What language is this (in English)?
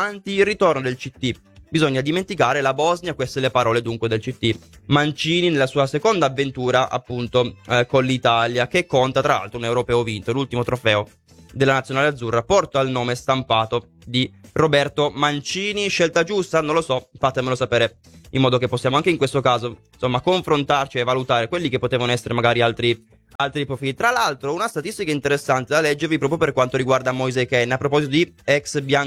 Italian